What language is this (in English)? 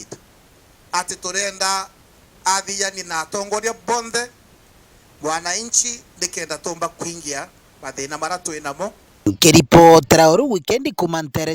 Meru